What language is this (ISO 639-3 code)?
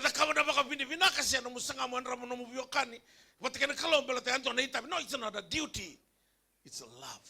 fij